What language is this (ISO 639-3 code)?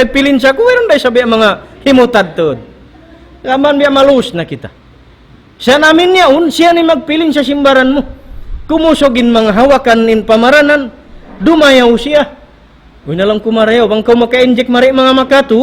tsg